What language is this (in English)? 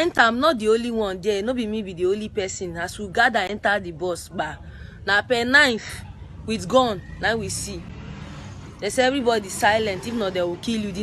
Nigerian Pidgin